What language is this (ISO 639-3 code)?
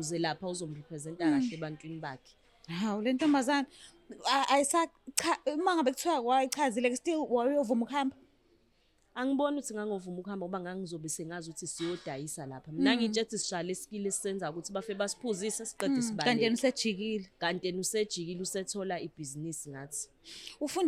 zul